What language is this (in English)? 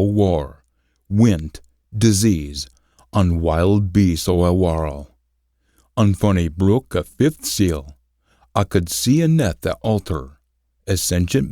Scots